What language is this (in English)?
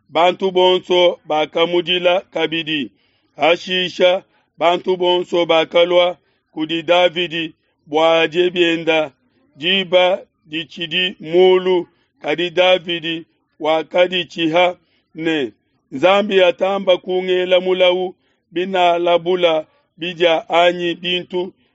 Luba-Lulua